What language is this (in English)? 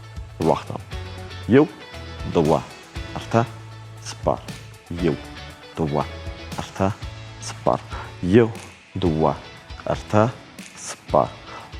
Ossetic